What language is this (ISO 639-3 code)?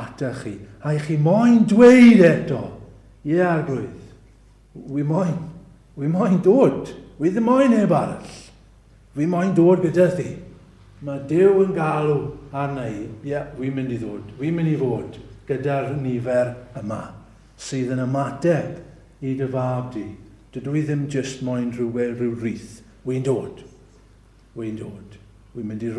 cym